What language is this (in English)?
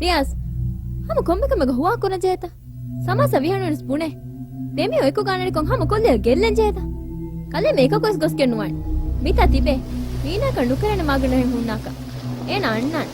Divehi